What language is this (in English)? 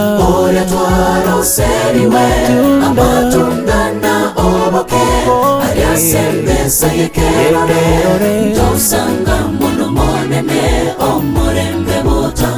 Gusii